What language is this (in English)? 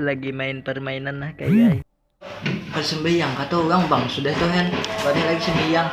Banjar